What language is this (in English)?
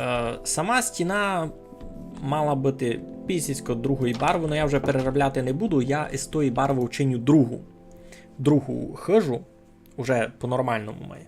Rusyn